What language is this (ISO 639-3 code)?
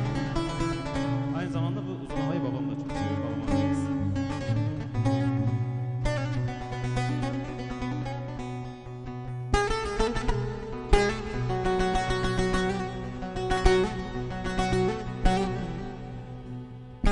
tur